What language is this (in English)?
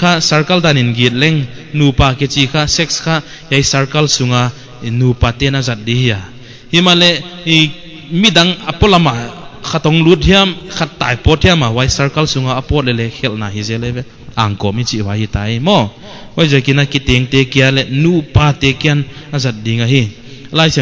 Paite Chin